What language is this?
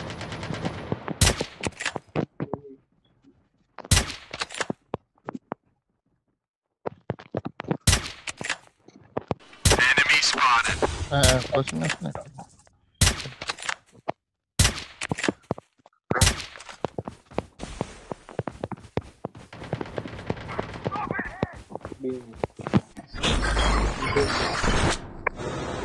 Romanian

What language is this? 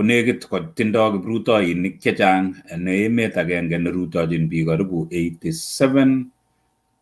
Kalenjin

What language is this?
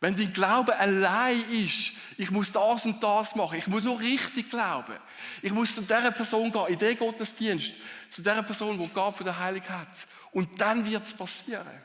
Swiss German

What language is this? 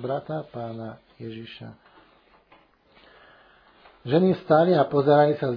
Slovak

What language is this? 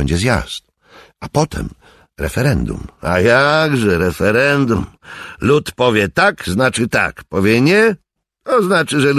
Polish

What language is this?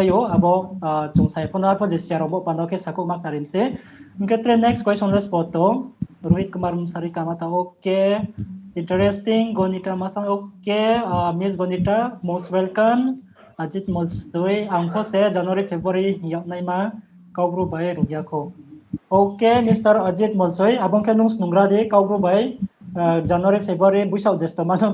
Riang (India)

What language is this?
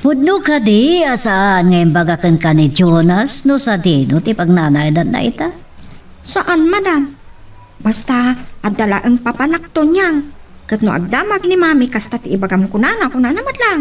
Iloko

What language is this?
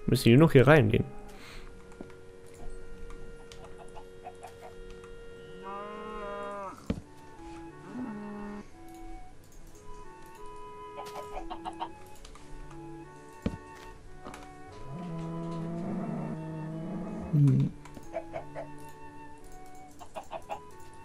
German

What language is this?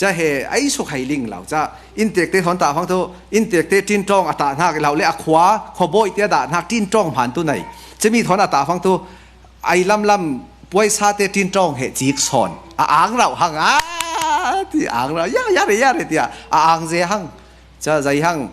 Falam Chin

